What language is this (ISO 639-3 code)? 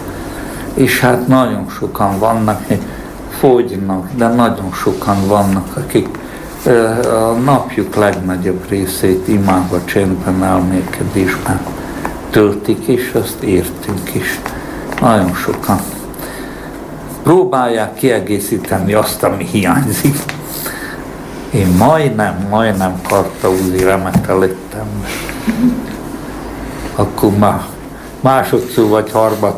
hun